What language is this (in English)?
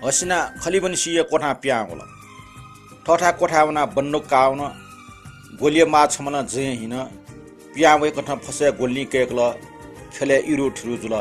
Newari